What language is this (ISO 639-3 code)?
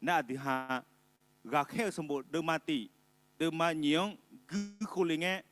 ahk